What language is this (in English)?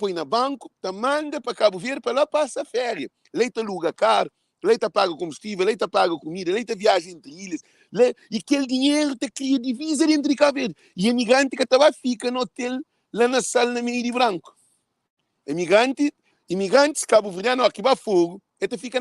Kabuverdianu